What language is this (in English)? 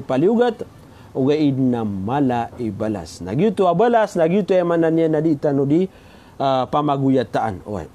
Maranao